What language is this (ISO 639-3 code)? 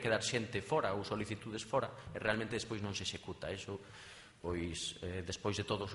glg